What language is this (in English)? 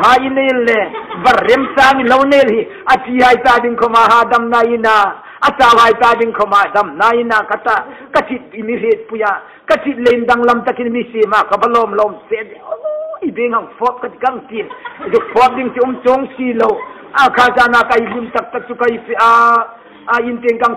Hmar